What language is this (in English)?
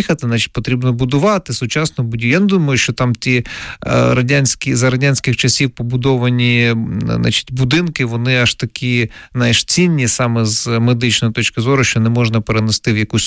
Ukrainian